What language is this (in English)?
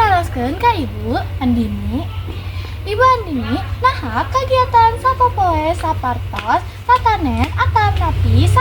Sundanese